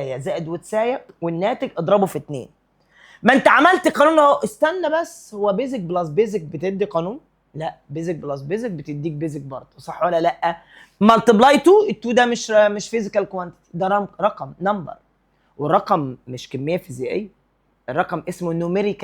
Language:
Egyptian Arabic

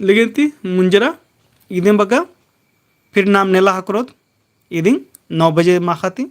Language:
Kurukh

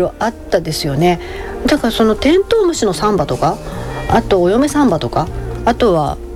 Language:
Japanese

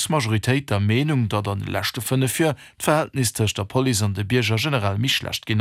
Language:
Luxembourgish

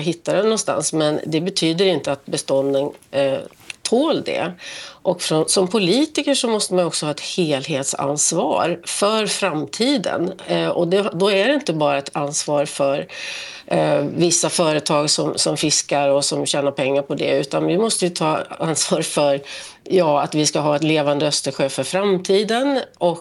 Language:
Swedish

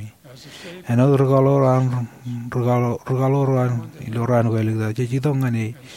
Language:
Marshallese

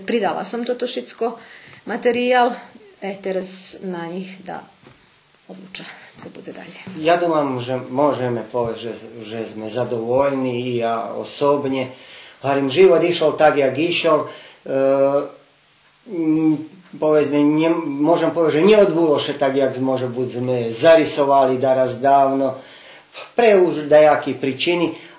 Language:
Rusyn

